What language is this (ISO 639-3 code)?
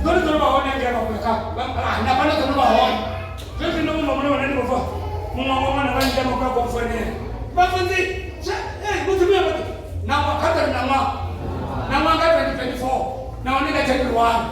ven